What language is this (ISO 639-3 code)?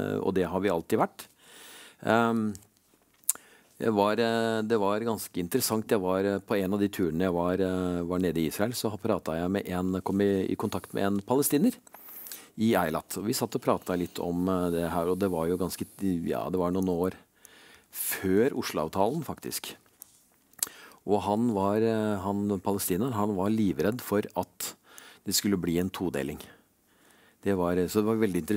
nor